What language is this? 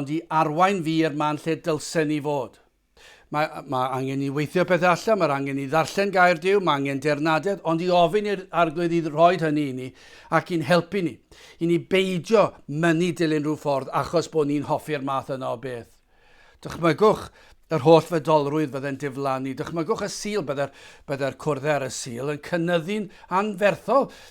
Welsh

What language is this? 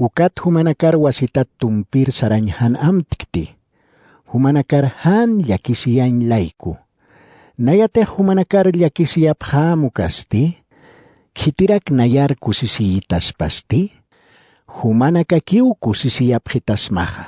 Aymara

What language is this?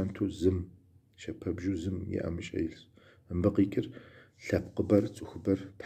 Kabardian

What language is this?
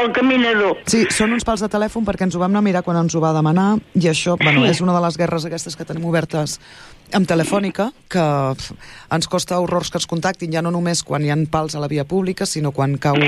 Catalan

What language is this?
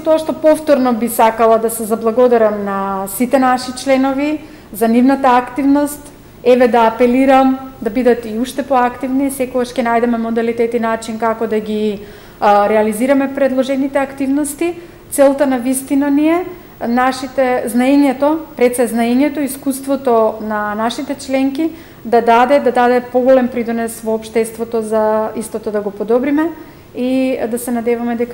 Macedonian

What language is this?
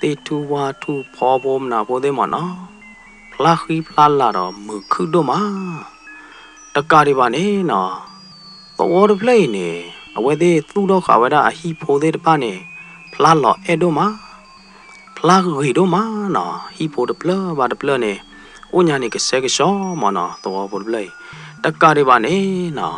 S'gaw Karen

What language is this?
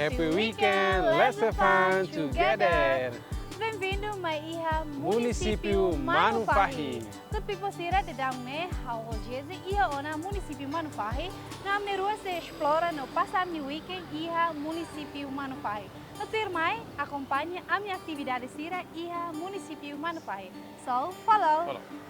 Tetum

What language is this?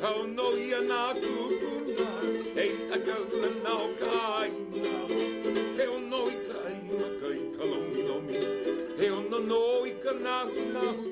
Hawaiian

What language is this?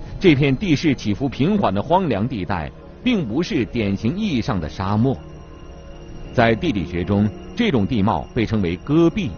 Chinese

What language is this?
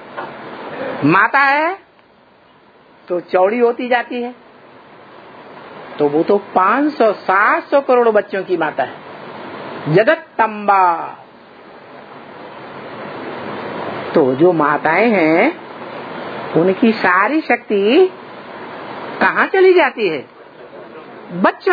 Hindi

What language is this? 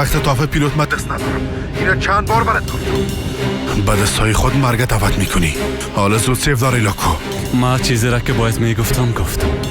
Persian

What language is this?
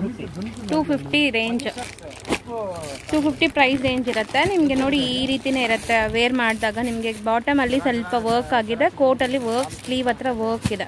Kannada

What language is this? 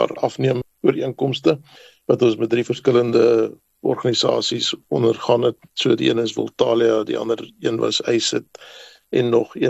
Afrikaans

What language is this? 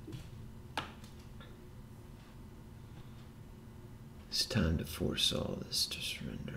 English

